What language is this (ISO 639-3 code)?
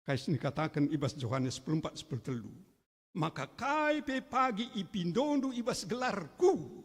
btx